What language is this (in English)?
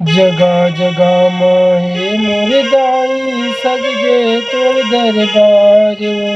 Chhattisgarhi